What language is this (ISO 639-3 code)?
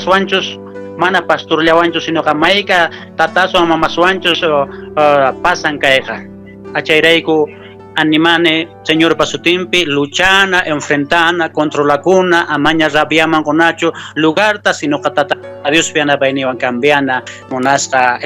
que